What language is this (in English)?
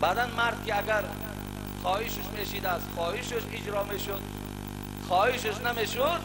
Tajik